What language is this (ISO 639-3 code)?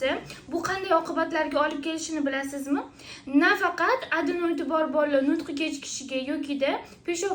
uzb